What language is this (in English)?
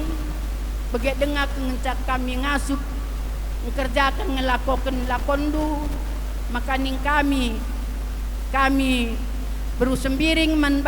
Batak Karo